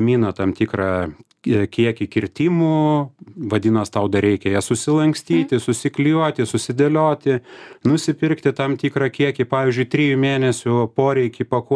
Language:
Lithuanian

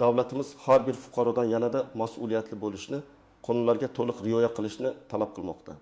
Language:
Uzbek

